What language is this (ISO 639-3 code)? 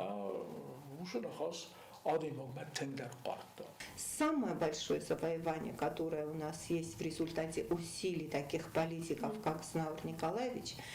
oss